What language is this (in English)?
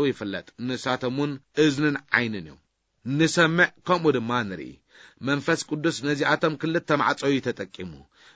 Tigrinya